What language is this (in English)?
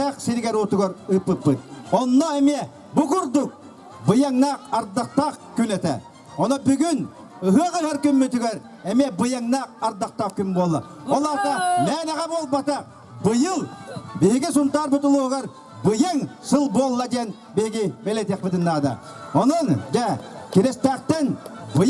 Yakut